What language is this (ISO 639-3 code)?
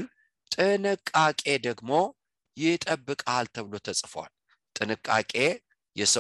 amh